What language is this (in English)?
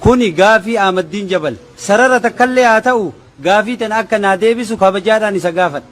Oromo